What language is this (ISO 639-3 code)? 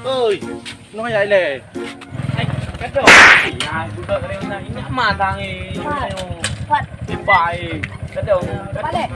ace